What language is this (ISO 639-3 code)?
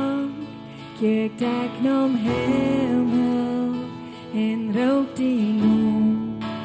pdt